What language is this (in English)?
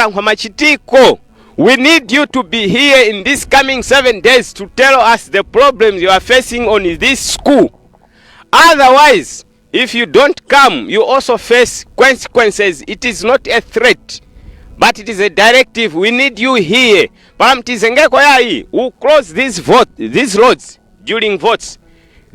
Nyanja